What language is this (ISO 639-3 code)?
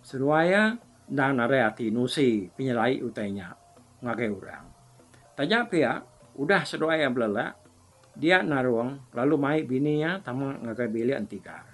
iba